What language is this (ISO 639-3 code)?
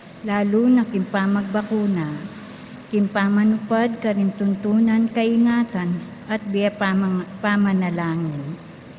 pam